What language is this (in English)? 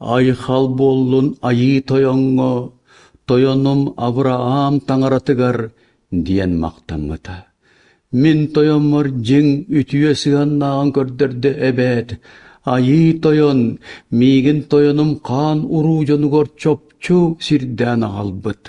Yakut